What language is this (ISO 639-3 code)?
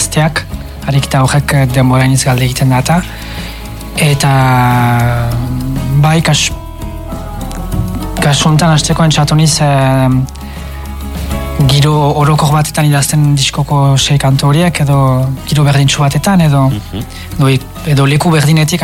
eus